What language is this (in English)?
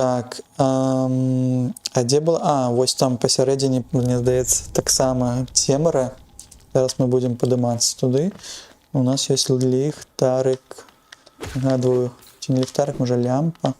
Belarusian